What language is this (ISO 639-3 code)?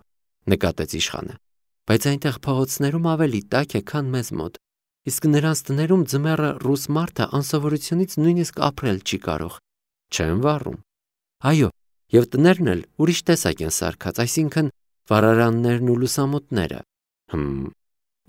hye